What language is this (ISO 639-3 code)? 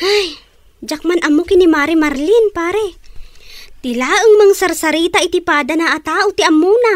ilo